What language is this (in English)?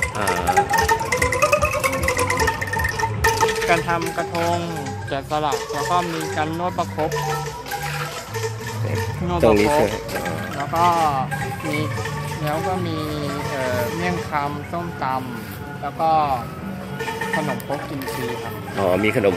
Thai